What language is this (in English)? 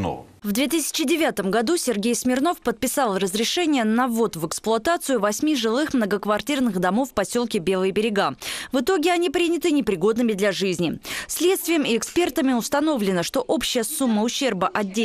Russian